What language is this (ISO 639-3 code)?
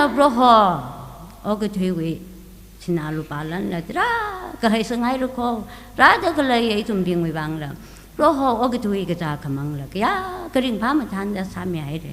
nmf